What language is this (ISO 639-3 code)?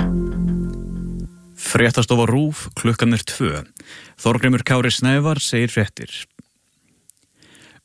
isl